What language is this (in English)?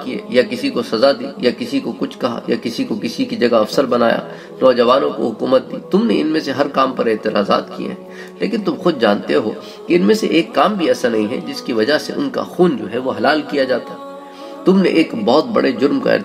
Urdu